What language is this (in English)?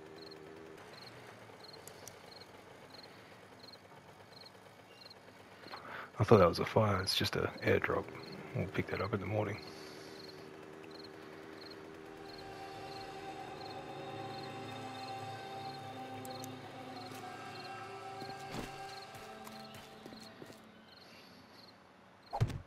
English